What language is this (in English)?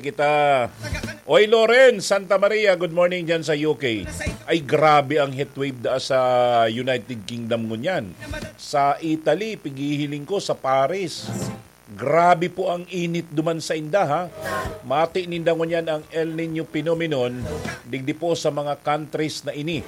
Bikol